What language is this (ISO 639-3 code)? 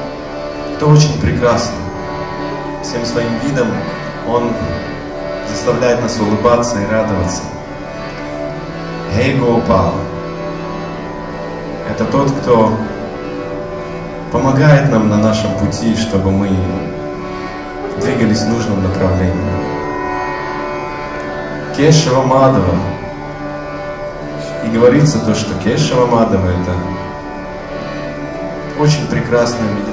rus